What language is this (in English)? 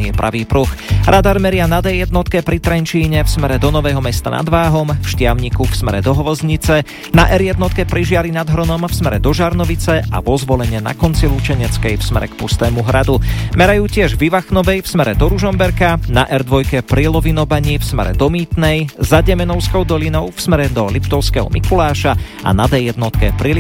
Slovak